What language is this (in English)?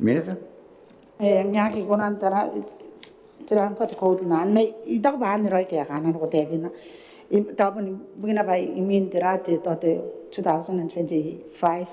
Gilbertese